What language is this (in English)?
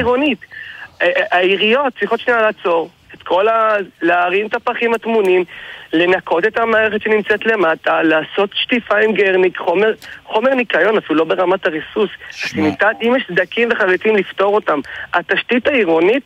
Hebrew